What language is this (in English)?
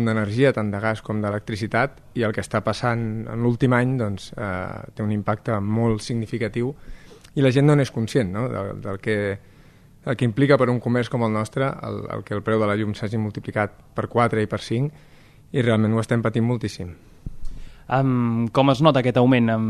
Catalan